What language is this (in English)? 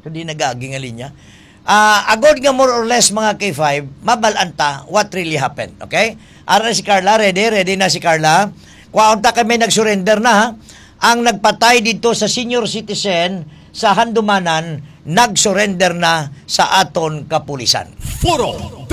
Hiligaynon